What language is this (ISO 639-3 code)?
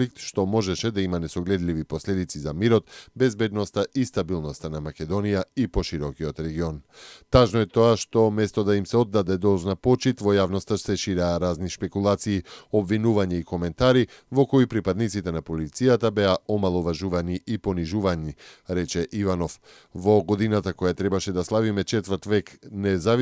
mkd